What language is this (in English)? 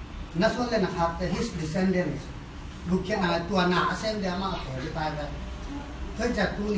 Tedim Chin